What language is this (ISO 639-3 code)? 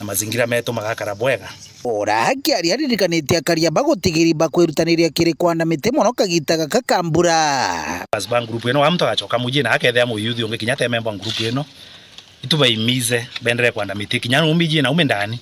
mer